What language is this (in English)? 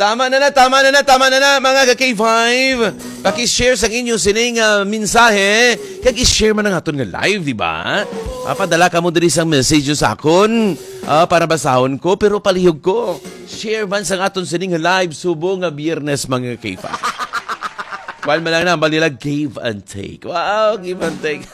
Hiligaynon